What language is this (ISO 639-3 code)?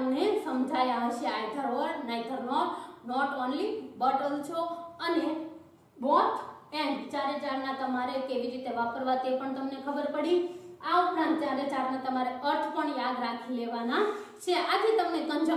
guj